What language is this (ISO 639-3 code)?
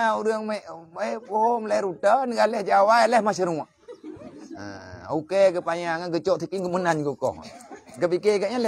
ace